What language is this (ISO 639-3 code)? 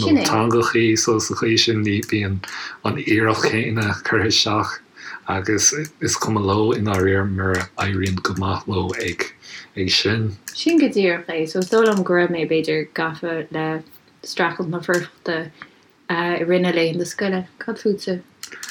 gle